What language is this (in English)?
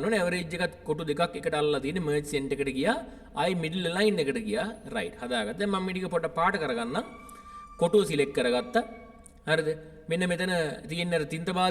Sinhala